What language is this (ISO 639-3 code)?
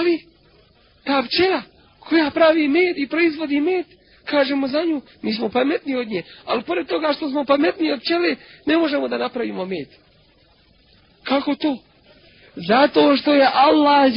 bos